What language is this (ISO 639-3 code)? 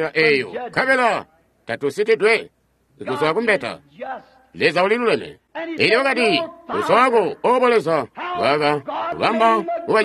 toi